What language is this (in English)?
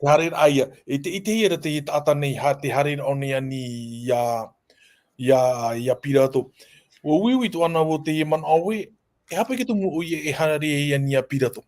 Tahitian